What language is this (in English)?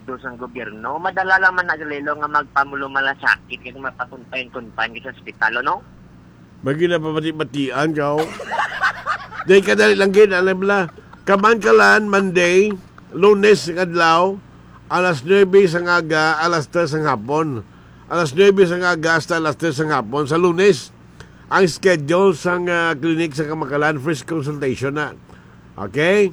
Hiligaynon